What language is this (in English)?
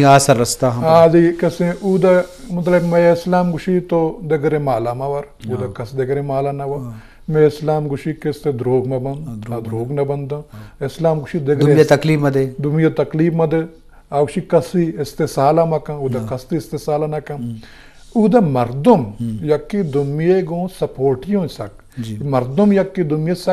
Eastern Balochi